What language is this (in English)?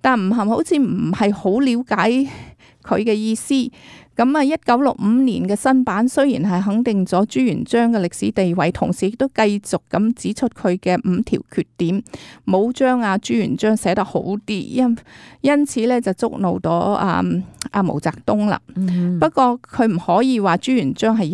Cantonese